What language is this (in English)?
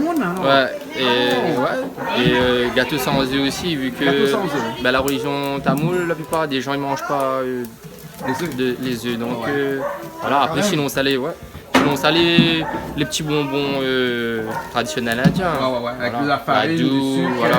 Réunion Creole French